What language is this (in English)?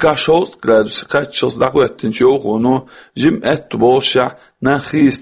Chechen